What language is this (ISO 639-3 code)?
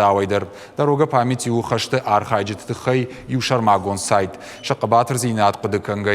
oss